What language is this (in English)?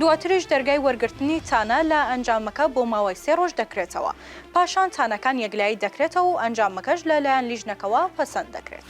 Central Kurdish